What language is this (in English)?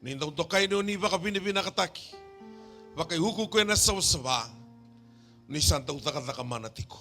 Fijian